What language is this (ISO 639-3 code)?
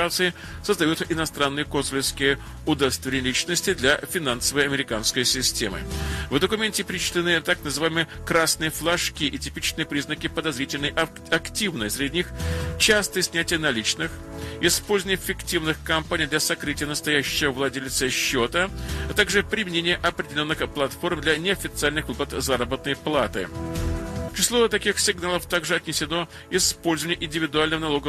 rus